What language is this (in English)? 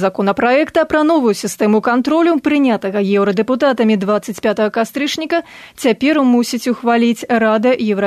Belarusian